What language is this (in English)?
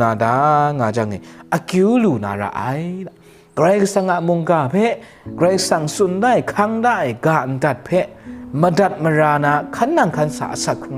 Kachin